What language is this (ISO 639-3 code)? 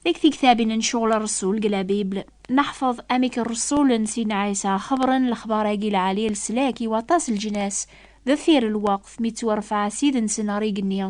kab